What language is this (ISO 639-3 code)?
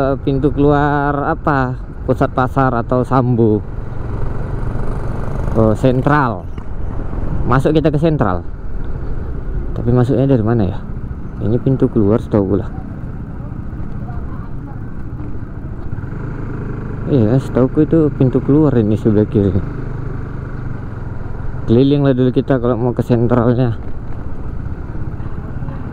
ind